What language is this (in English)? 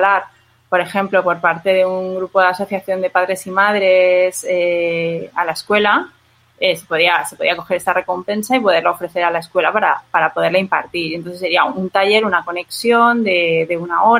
Spanish